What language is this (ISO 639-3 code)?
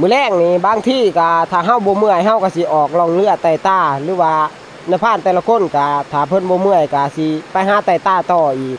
tts